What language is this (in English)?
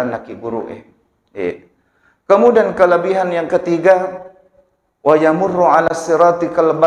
Buginese